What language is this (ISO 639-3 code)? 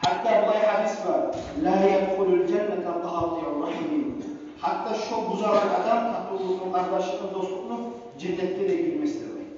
kum